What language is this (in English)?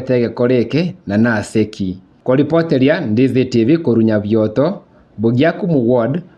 Gusii